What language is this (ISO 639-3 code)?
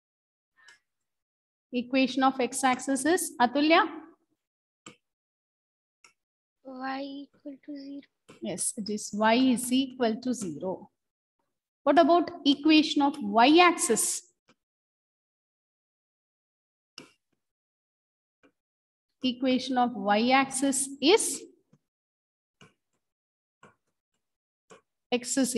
eng